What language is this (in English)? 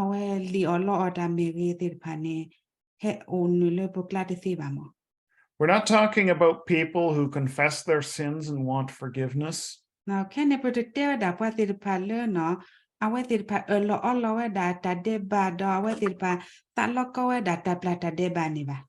S'gaw Karen